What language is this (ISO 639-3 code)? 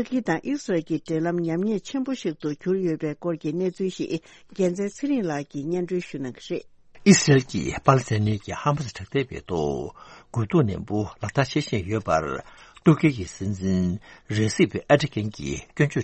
bod